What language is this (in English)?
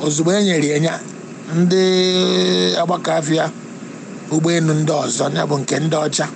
Igbo